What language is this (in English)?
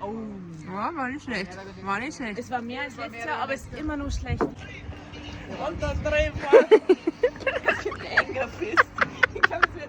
Bavarian